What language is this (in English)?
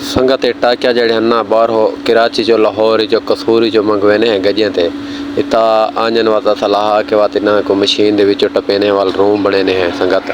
Saraiki